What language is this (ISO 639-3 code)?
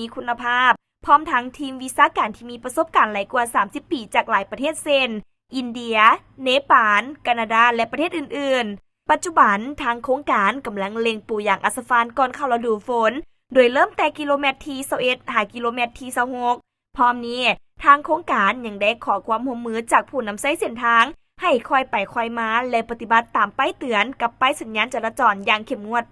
lao